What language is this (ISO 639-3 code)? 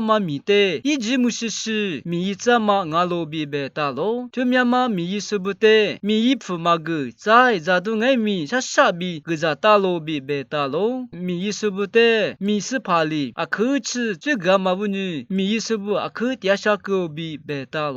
lis